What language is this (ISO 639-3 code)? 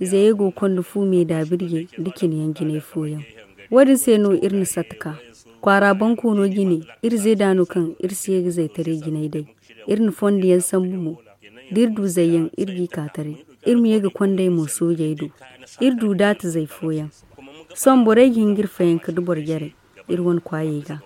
dje